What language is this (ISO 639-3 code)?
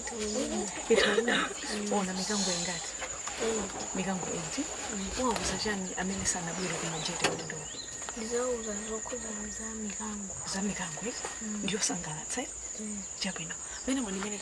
nya